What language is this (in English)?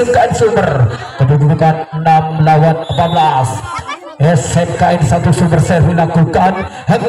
Indonesian